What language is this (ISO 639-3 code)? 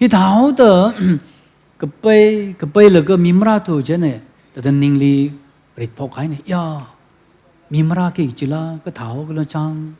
nmf